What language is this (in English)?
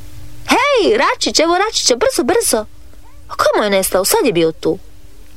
Croatian